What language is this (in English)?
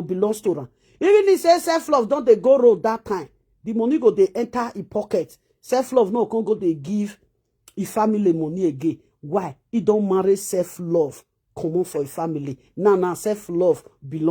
Nigerian Pidgin